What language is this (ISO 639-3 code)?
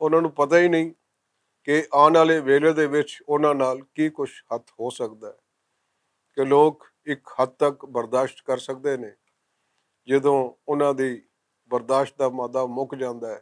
lah